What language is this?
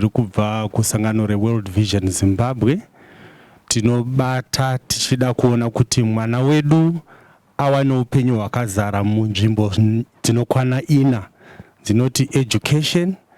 Shona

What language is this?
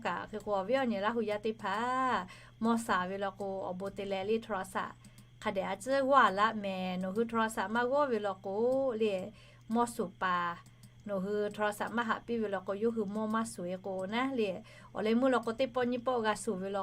Lahu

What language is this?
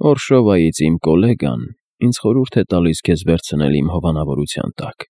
Armenian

